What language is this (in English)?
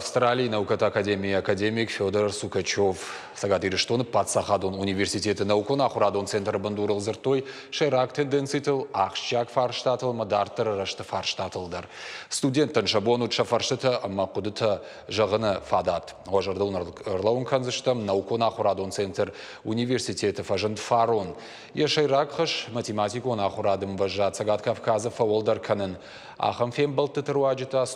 Ossetic